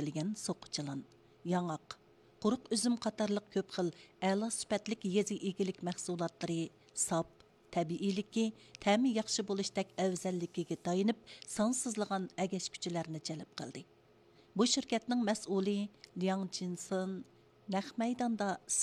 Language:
Uyghur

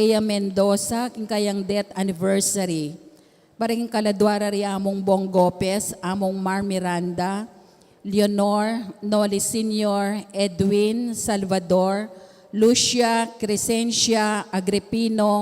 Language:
Pampanga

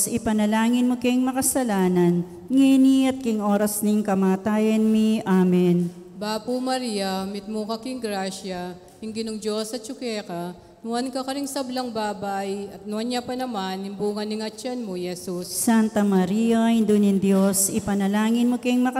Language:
Pampanga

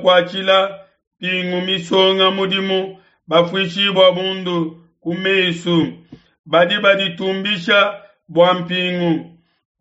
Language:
Luba-Lulua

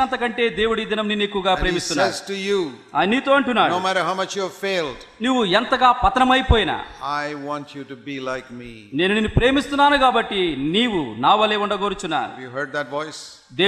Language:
Telugu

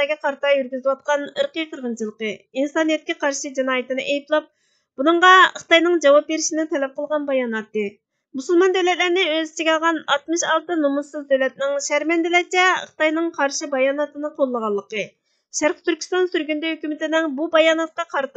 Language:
Uyghur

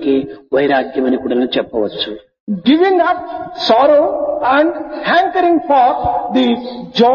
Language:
Telugu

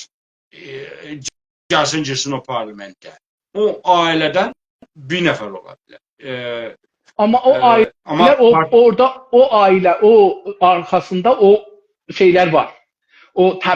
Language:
South Azerbaijani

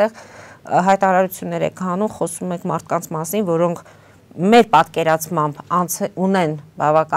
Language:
Armenian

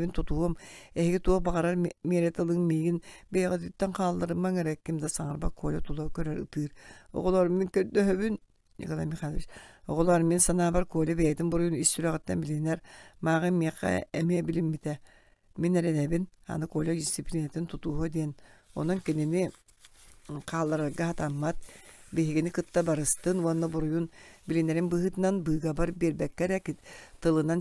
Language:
Yakut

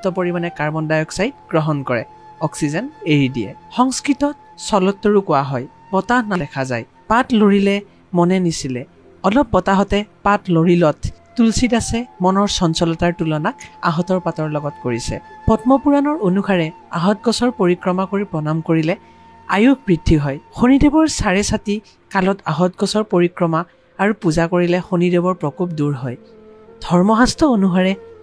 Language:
Assamese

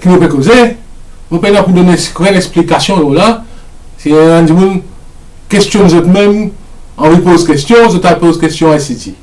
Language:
Morisyen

